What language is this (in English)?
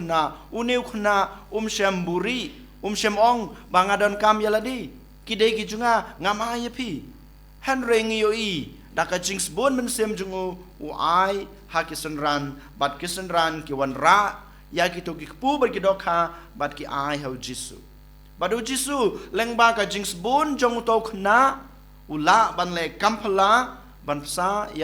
Khasi